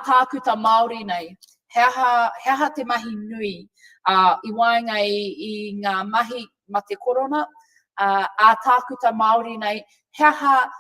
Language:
Māori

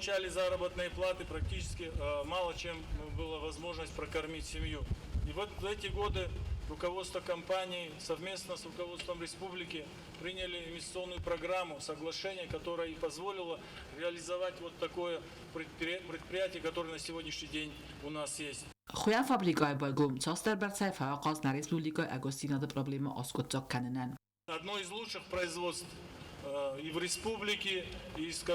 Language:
Ossetic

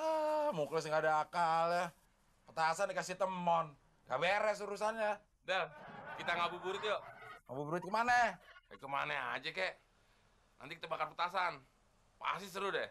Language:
Betawi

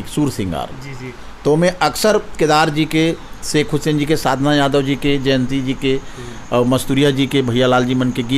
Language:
Chhattisgarhi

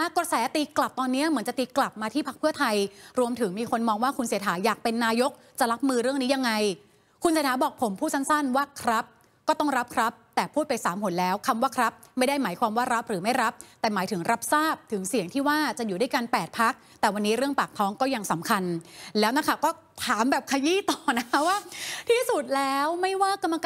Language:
Thai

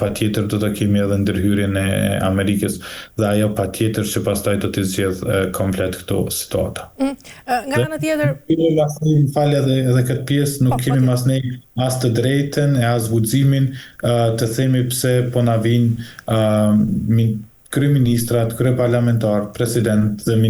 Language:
Albanian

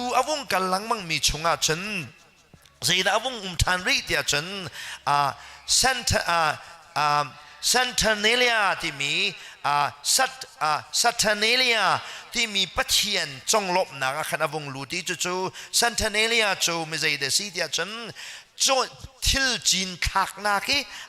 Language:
Hakha Chin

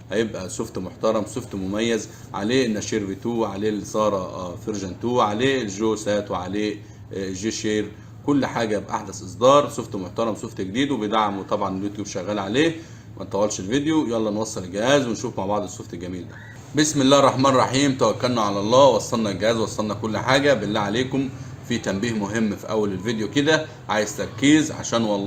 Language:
Egyptian Arabic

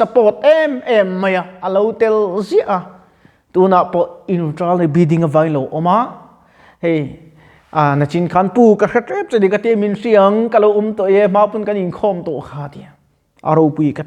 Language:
Mizo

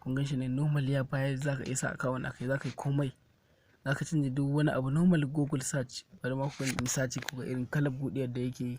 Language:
Hausa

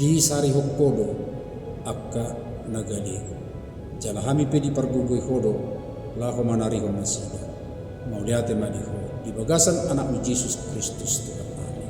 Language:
Batak Toba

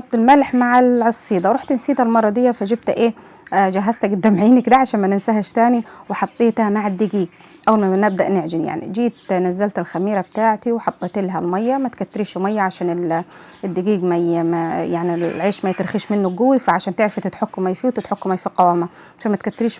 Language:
Egyptian Arabic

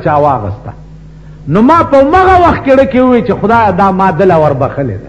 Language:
Pashto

